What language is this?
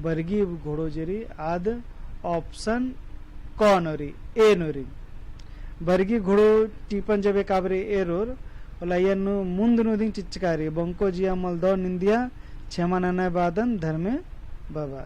Kurukh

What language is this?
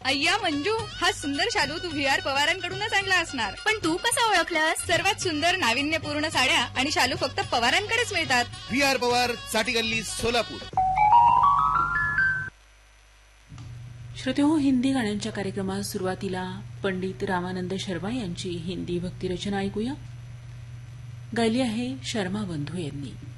Marathi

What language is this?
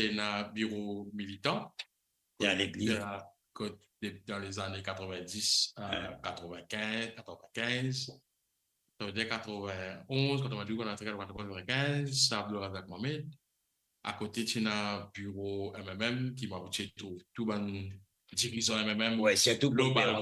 Morisyen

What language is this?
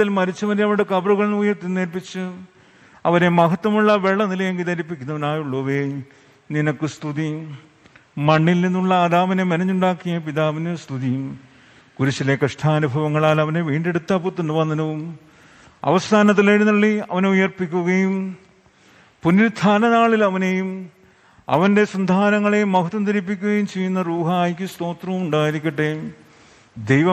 Malayalam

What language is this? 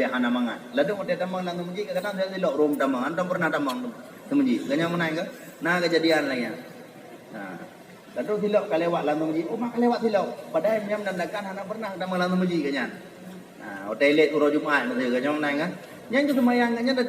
Achinese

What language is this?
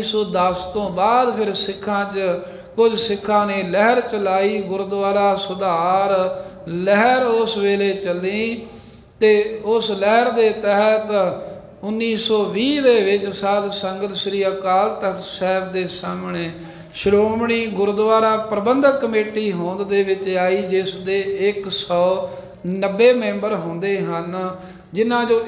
Punjabi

